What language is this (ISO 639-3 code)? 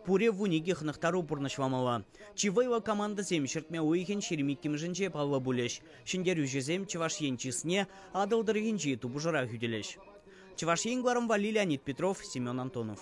chv